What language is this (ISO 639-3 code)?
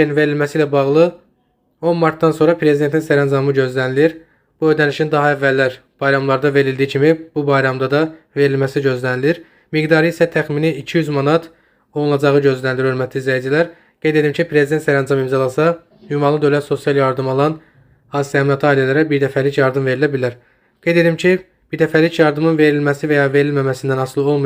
aze